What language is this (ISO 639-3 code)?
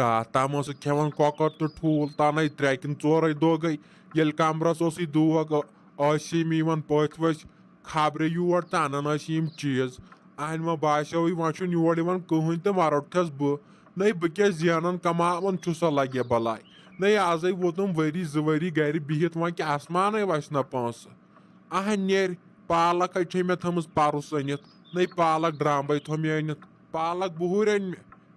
kas